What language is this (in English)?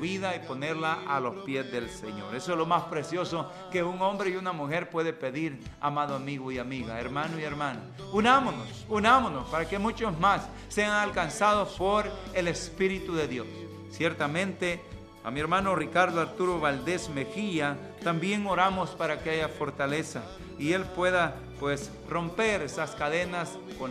Spanish